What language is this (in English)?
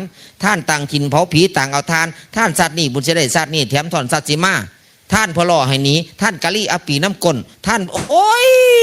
Northeastern Thai